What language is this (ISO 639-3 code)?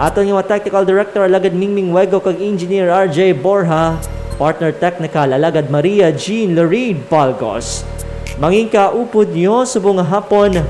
hil